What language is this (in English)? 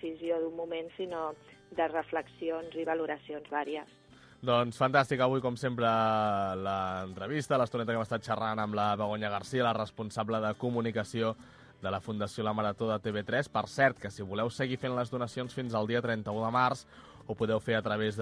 Catalan